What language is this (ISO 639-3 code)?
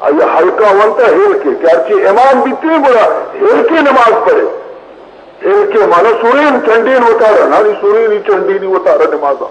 bal